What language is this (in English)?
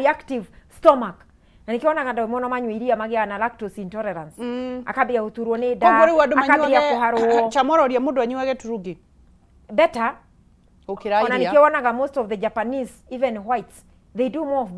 Kikuyu